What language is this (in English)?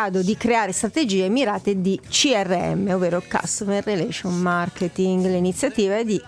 Italian